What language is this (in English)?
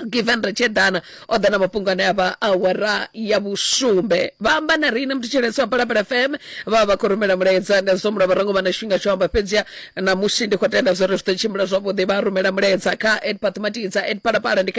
Venda